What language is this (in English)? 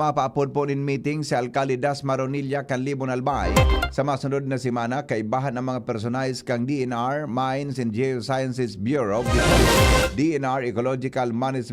Bikol